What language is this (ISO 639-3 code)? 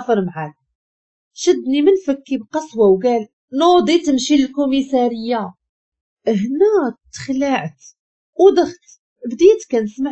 ary